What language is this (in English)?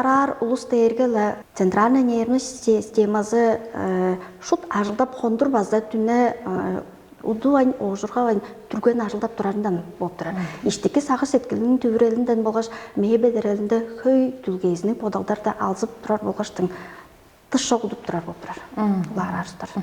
Tuvinian